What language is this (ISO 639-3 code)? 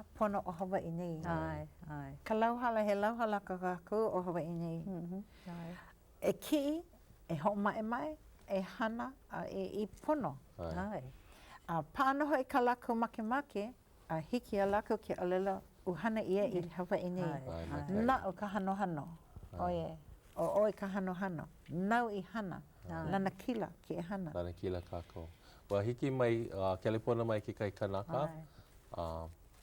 haw